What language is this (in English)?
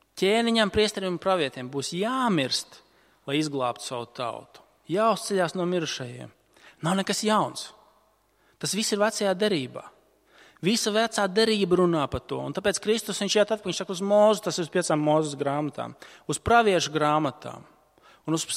Latvian